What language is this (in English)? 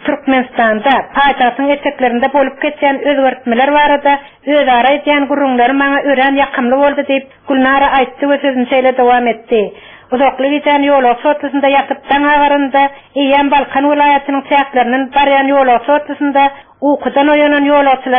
Turkmen